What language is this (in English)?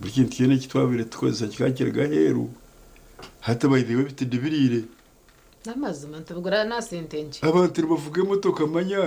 Nyankole